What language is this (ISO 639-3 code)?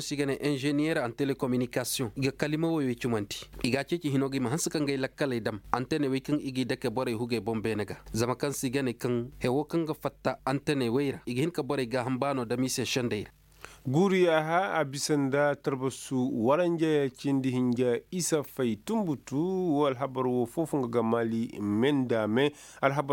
ses